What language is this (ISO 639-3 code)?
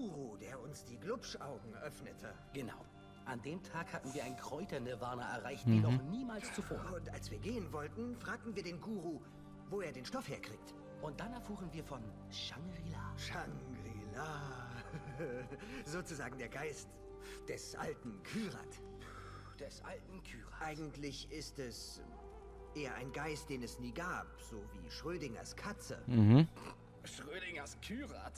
gsw